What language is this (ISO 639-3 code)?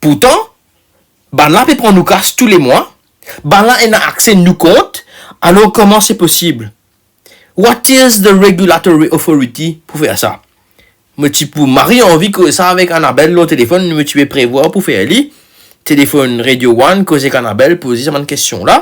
mfe